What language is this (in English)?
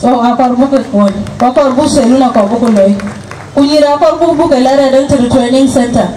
Dinka